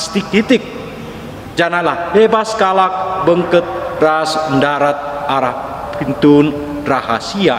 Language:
Batak Karo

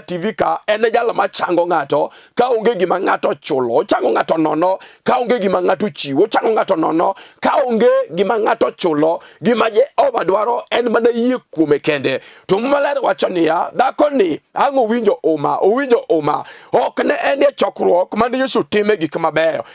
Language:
Luo (Kenya and Tanzania)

